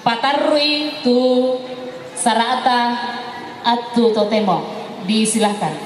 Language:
Toraja-Sa'dan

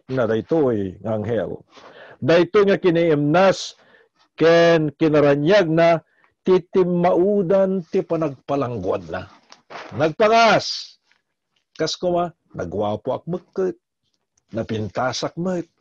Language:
Iloko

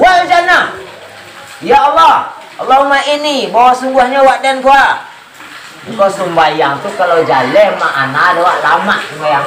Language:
Minangkabau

